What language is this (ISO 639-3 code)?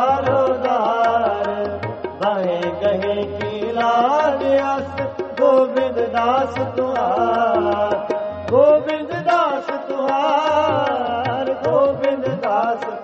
pan